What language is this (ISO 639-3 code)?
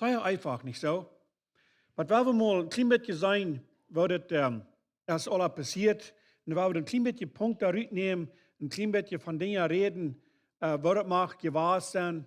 pdt